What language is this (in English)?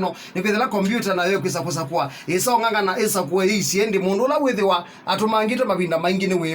Kamba